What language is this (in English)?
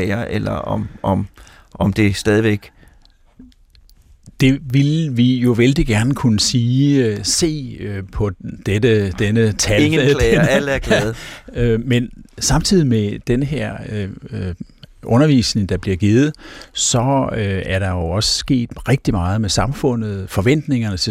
Danish